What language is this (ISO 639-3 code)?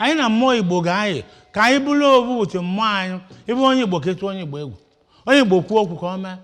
ibo